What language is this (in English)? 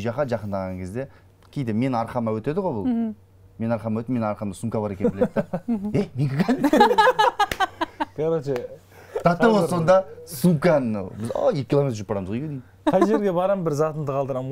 Kazakh